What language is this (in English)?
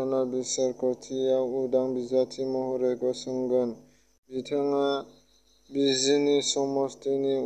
Bodo